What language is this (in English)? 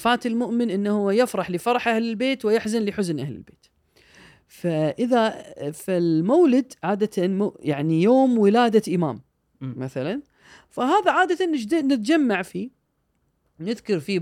Gulf Arabic